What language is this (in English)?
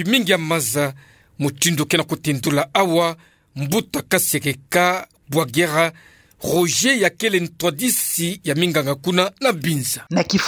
Kituba (Democratic Republic of Congo)